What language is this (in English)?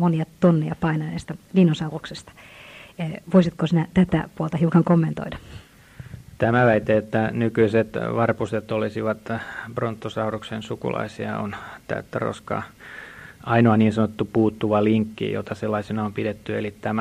Finnish